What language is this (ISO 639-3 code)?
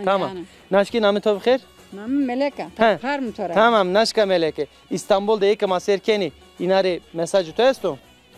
zza